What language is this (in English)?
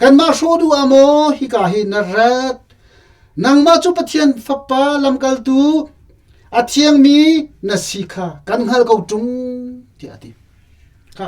Hakha Chin